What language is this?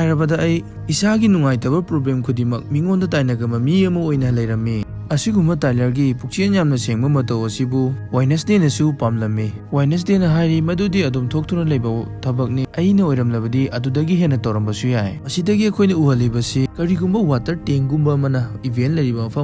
Manipuri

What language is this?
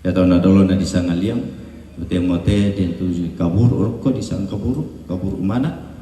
Toraja-Sa'dan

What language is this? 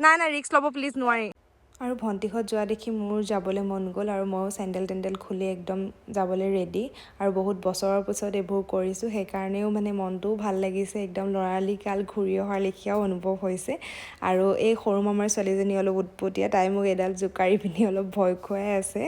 Assamese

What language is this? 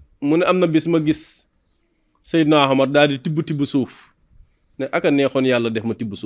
Wolof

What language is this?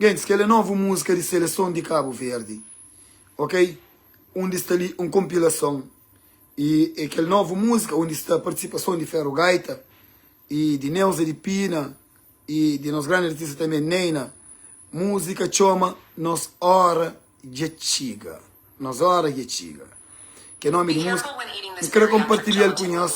Kabuverdianu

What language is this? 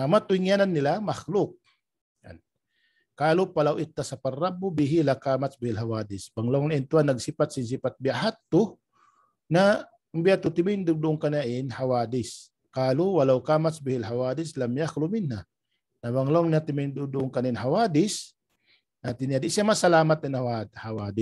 Tausug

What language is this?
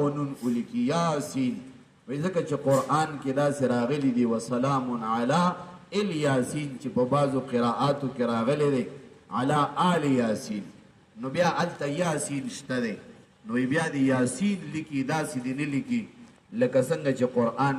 Pashto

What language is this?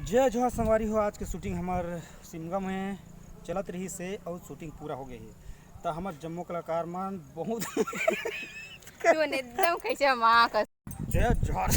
Chhattisgarhi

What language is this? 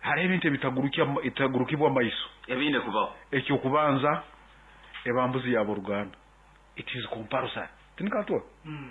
Nyoro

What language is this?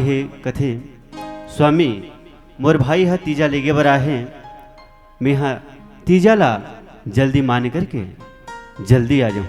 Chhattisgarhi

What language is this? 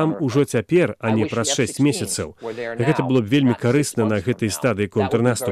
Belarusian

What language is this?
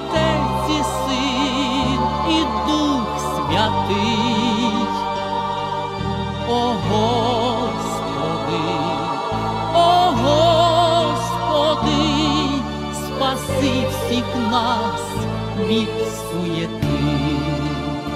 Ukrainian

